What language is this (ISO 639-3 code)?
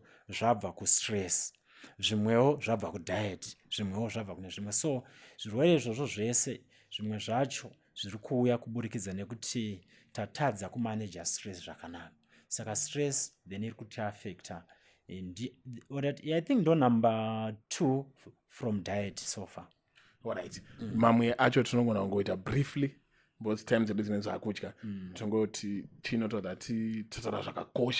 sna